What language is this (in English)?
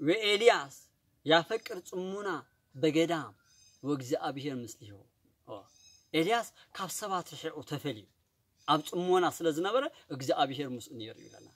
Tigrinya